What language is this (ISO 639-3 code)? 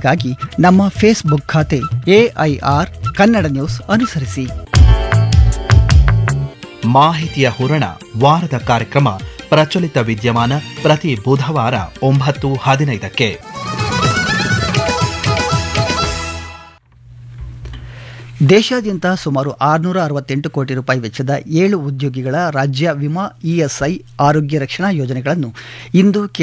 kan